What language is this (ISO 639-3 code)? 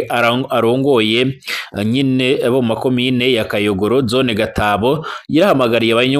run